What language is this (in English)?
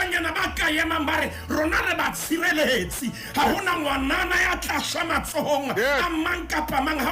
Southern Sotho